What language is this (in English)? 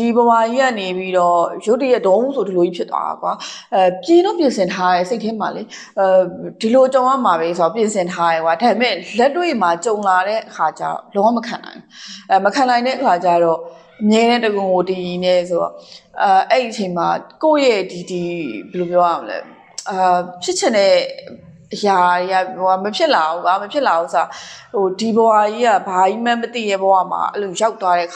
Burmese